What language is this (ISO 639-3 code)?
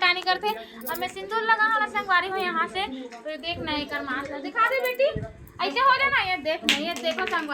hne